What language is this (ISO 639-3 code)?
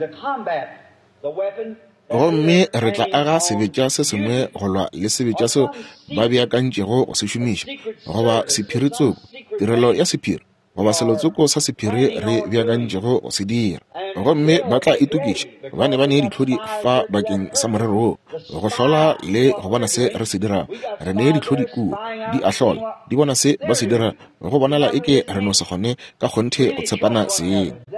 nso